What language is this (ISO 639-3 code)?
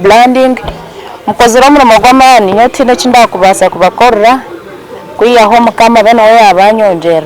nyn